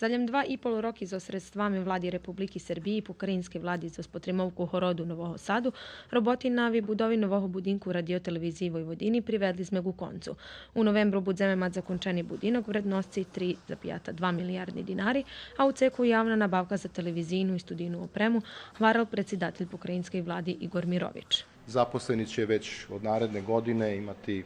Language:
Rusyn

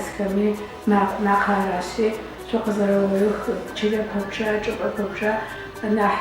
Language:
Adyghe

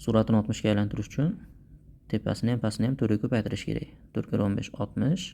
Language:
Uzbek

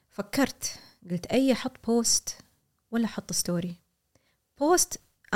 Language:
Gulf Arabic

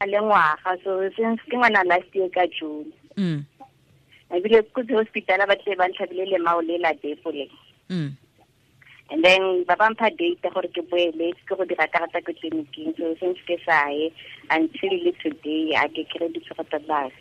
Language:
Tswana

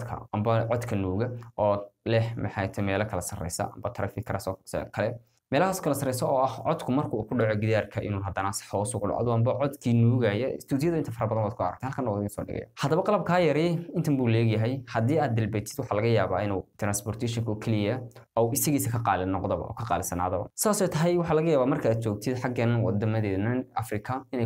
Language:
Somali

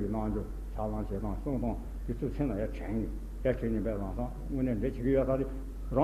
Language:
Tibetan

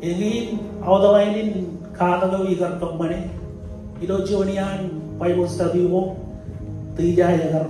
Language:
Marshallese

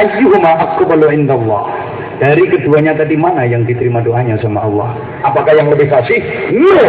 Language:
Javanese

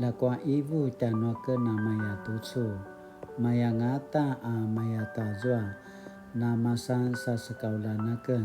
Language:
Paiwan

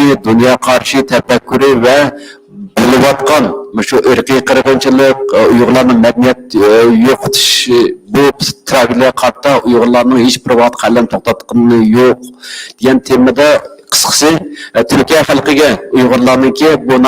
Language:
Uyghur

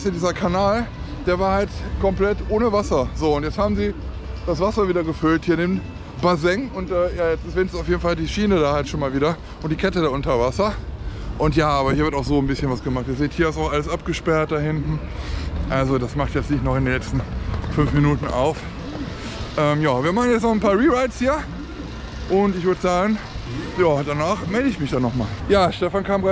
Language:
German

